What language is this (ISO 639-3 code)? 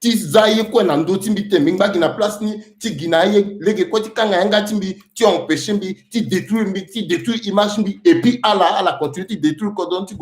sag